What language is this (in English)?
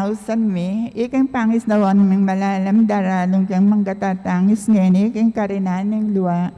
Pampanga